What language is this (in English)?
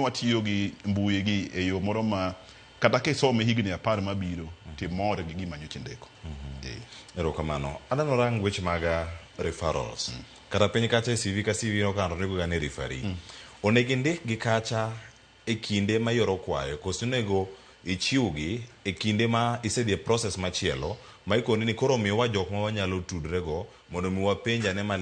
Luo (Kenya and Tanzania)